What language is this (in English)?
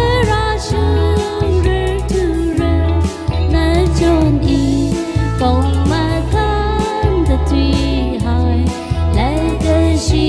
Tangkhul Naga (India)